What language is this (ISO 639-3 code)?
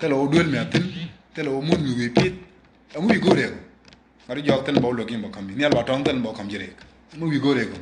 nus